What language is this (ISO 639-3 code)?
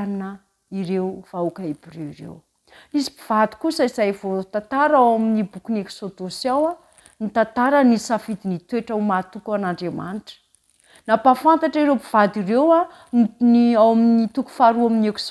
mlg